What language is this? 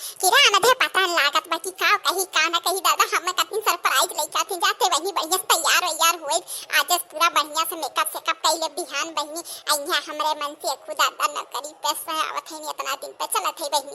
Awadhi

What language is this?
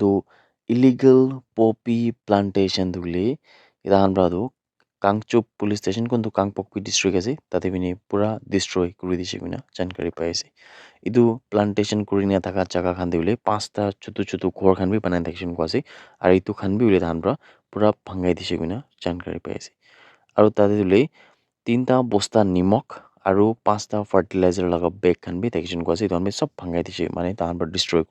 Naga Pidgin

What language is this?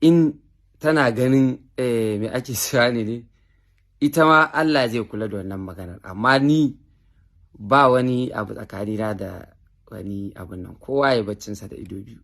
Hausa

